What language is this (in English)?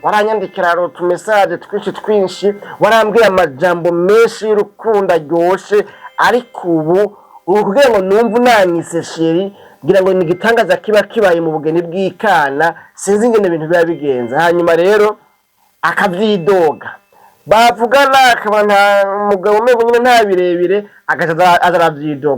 Rundi